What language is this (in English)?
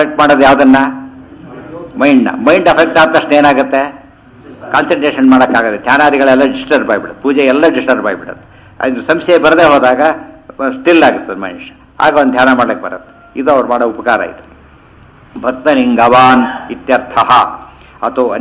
Kannada